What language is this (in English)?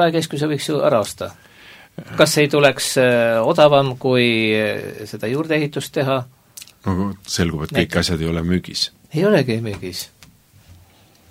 Estonian